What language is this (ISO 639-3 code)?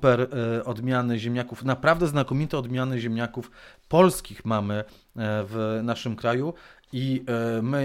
pol